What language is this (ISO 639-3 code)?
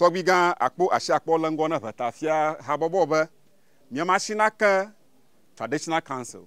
ewe